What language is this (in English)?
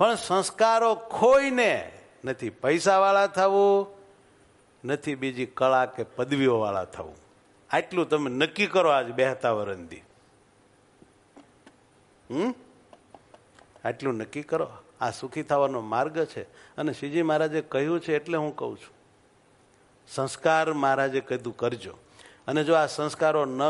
Gujarati